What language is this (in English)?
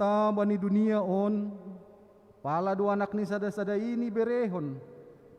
Batak Simalungun